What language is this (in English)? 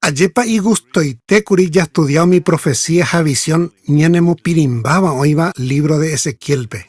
Guarani